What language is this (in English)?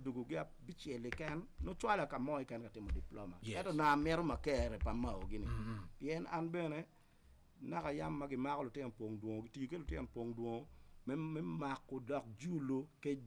Acoli